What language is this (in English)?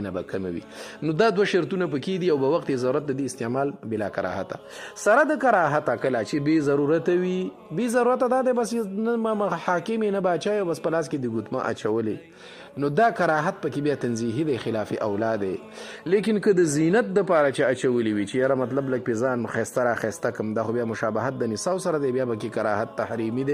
Pashto